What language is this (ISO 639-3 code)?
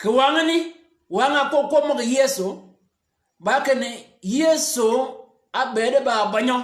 shk